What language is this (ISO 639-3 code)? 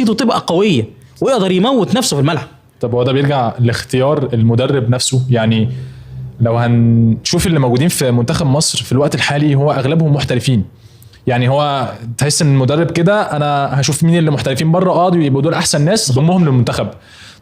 arz